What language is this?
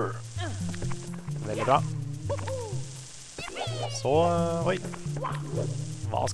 Norwegian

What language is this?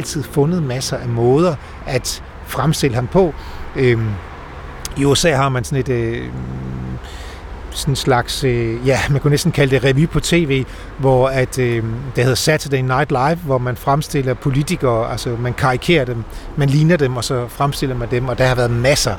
Danish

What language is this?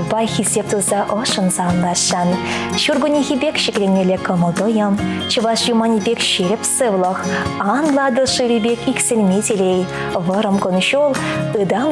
Chuvash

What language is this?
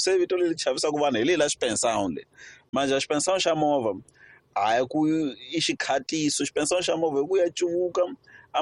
Tsonga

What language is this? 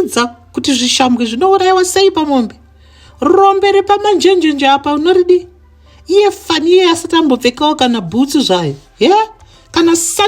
Shona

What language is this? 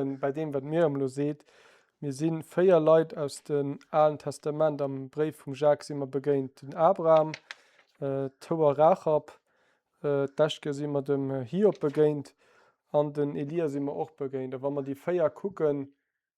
Luxembourgish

